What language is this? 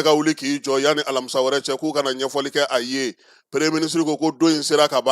Bambara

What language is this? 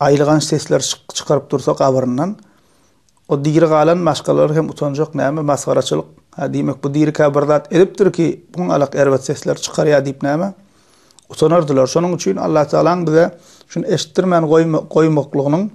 Turkmen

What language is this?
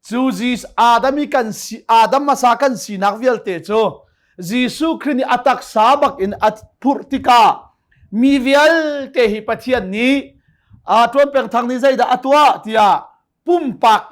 Hakha Chin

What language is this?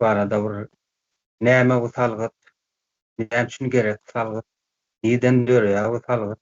Turkmen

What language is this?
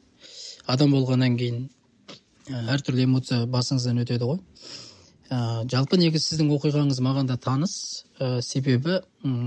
Kazakh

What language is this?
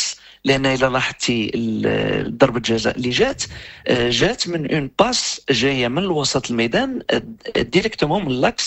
Moroccan Arabic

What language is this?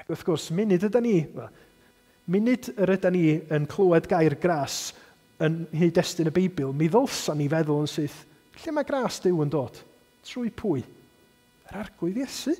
Welsh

